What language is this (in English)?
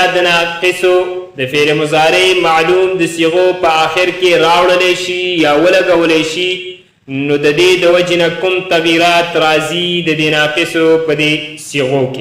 Pashto